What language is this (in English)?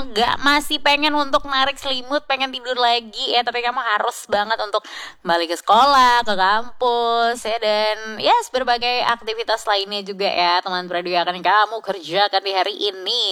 Indonesian